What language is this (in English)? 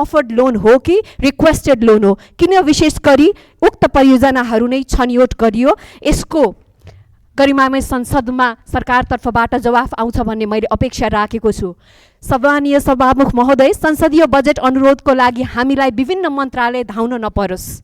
Nepali